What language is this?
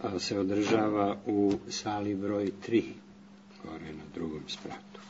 Serbian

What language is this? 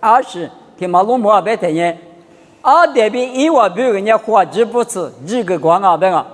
Lisu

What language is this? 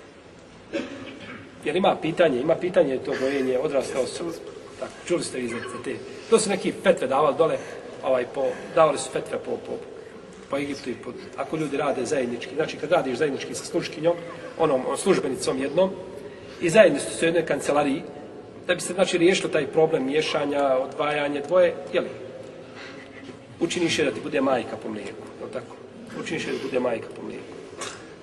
Bosnian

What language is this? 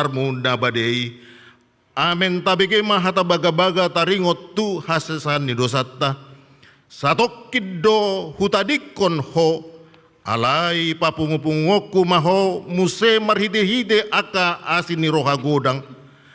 Batak Toba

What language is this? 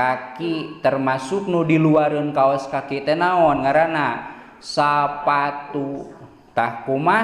Sundanese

